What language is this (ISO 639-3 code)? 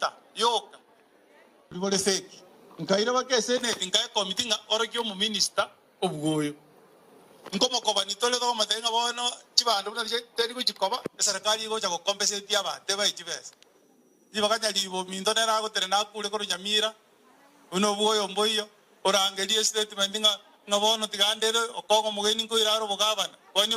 guz